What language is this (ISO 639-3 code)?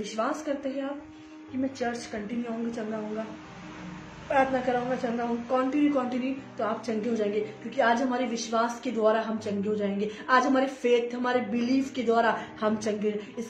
hin